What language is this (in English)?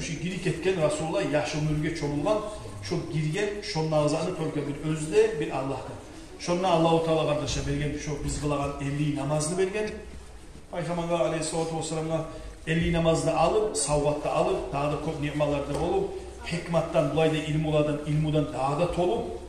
Kumyk